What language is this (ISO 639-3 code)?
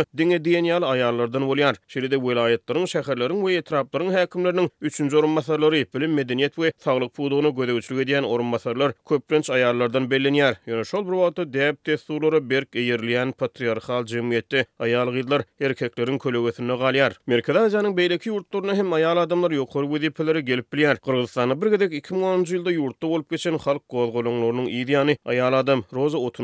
tuk